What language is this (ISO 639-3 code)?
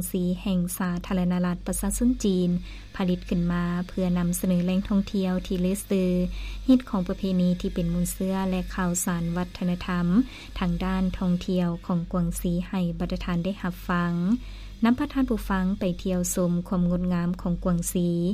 lao